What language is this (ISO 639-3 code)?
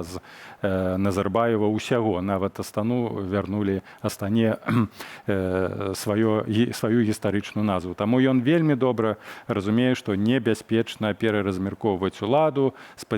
bel